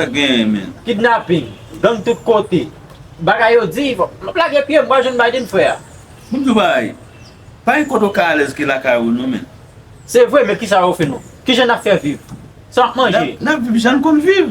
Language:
Haitian Creole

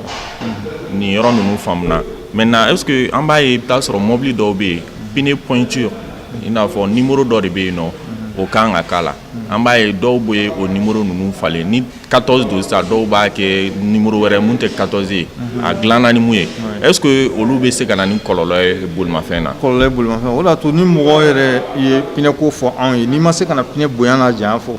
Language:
Bambara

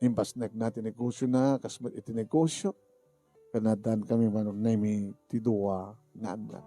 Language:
Iloko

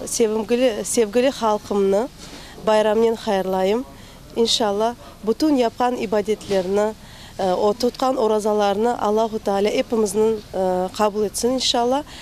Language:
Crimean Tatar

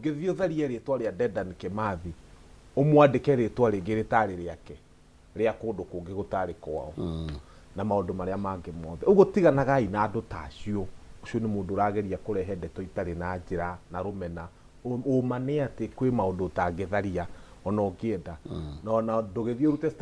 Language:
Kikuyu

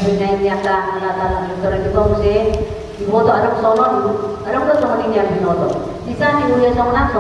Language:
Batak Toba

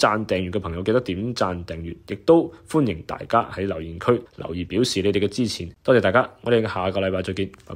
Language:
Cantonese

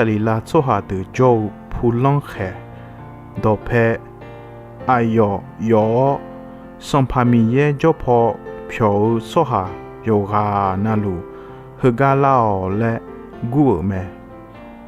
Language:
Akha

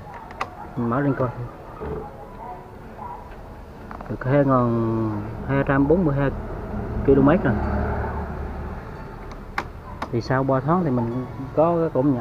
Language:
Vietnamese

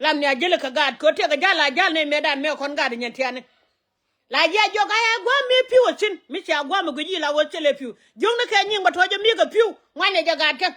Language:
Nuer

